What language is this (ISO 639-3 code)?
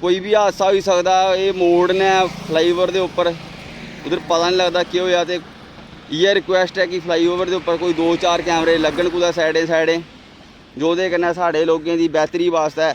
doi